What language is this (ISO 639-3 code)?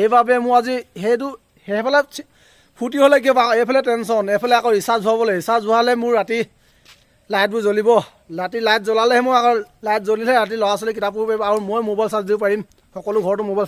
asm